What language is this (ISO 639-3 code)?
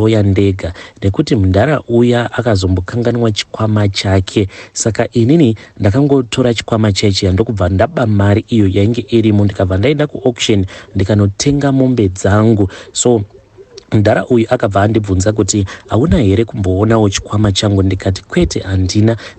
sna